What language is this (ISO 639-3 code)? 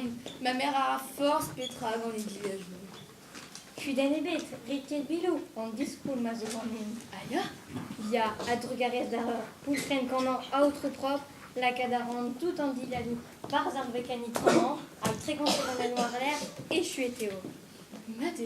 bre